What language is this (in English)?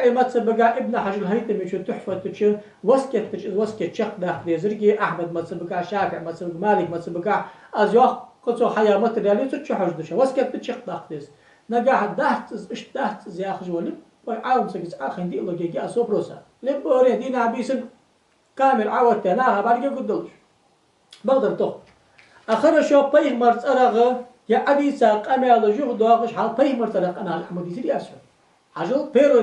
Ingush